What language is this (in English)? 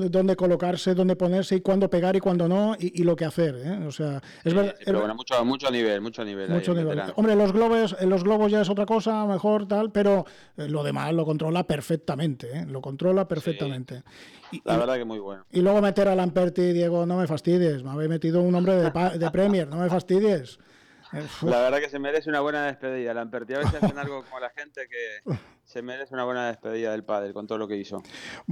Spanish